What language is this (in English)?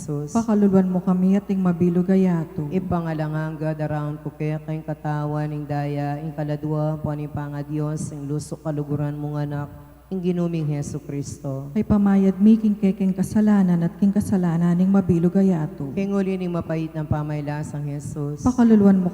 Pampanga